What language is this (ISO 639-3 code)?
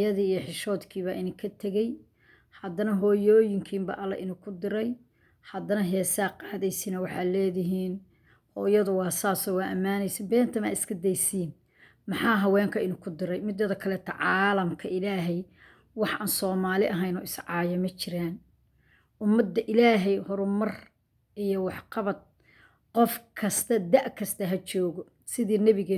som